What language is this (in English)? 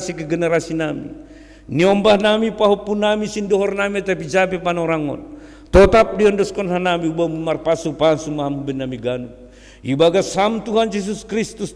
Batak Simalungun